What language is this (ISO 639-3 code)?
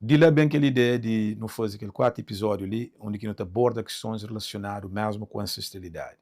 kea